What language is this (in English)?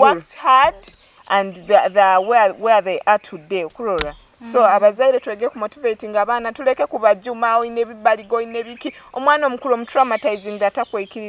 Nyoro